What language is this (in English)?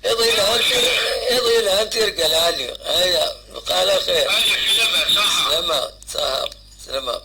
Kabyle